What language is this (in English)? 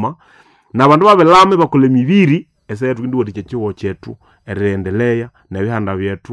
Nande